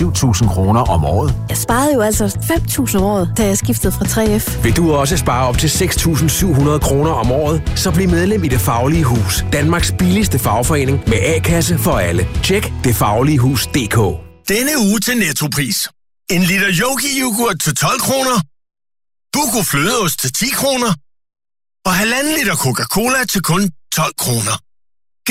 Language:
Danish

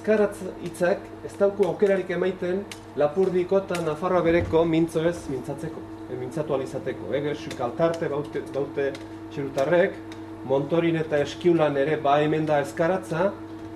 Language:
Basque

